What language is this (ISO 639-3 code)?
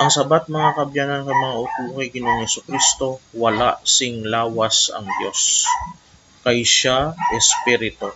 hil